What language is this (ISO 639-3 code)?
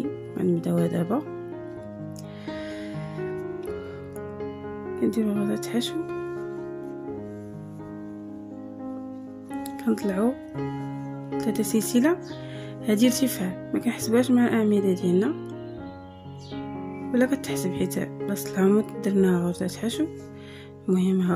ary